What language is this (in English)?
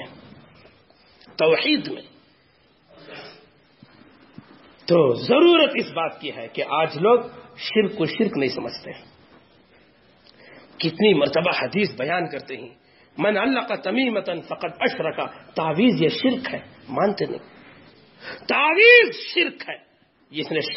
Urdu